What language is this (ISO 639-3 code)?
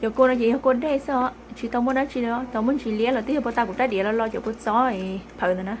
hmn